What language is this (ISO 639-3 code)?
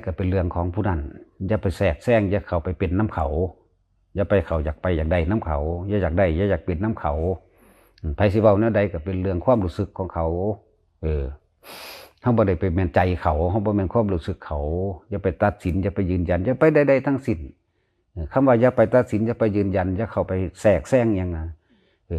tts